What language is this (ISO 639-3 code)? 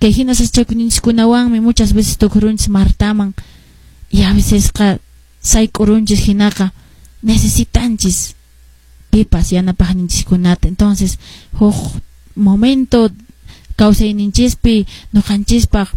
que